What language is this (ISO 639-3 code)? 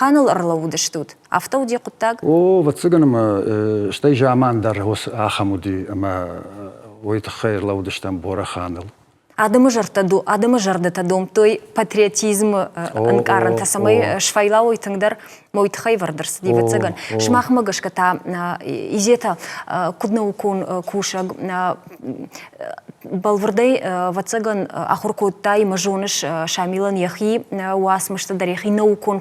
oss